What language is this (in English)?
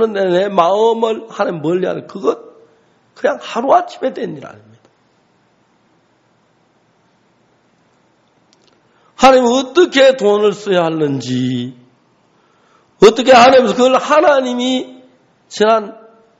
Korean